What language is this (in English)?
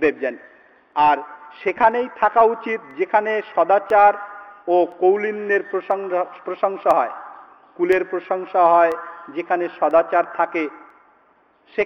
Bangla